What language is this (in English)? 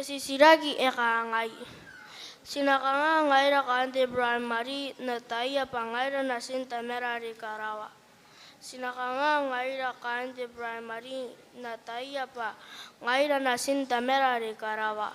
Gilbertese